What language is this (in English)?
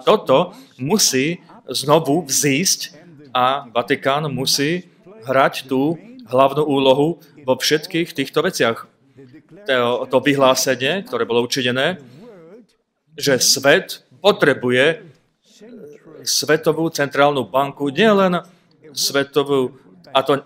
Slovak